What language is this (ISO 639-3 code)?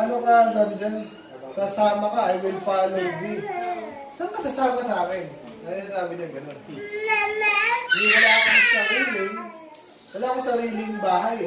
fil